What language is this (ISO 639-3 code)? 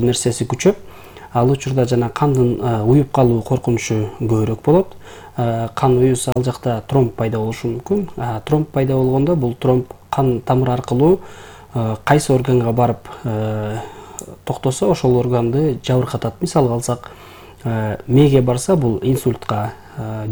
kir